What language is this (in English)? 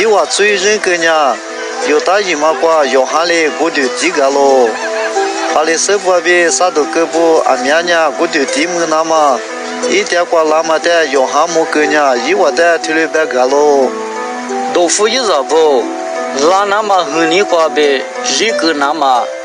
Lisu